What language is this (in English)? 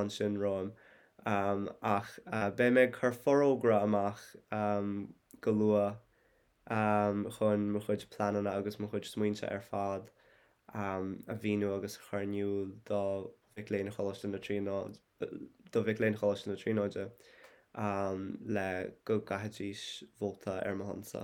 Irish